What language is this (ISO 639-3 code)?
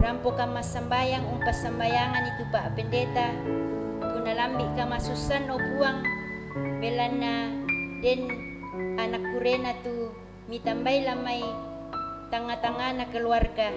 sda